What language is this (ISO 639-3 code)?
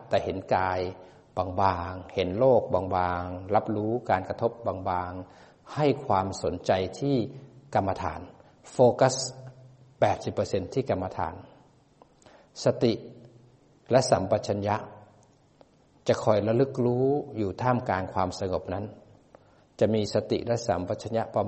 tha